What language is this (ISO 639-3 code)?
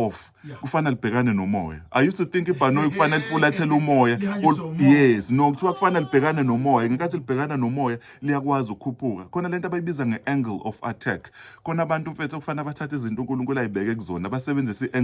zul